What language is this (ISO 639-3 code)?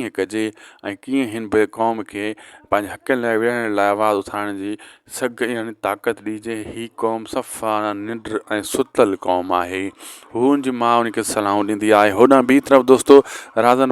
snd